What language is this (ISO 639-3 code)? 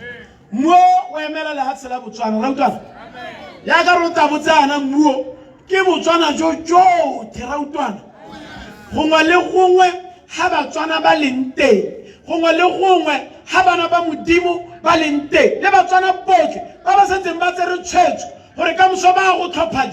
tsn